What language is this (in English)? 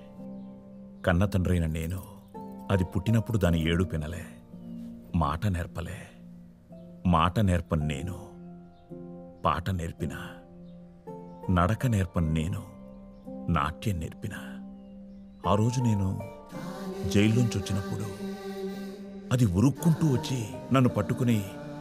Telugu